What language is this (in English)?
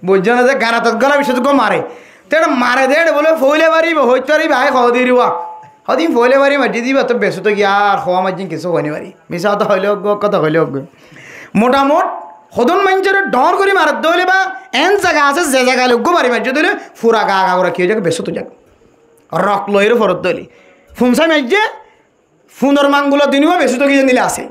Rohingya